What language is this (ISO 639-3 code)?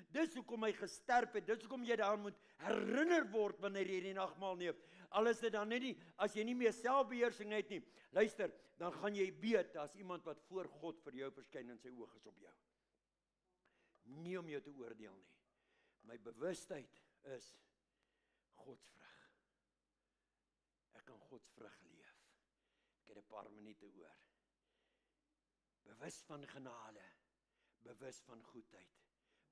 afr